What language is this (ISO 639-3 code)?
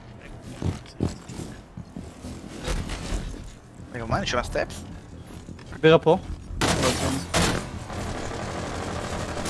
heb